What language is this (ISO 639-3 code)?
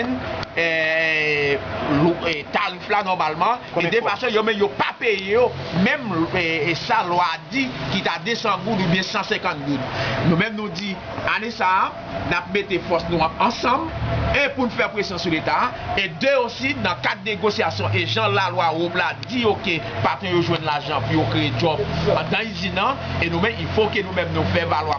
hat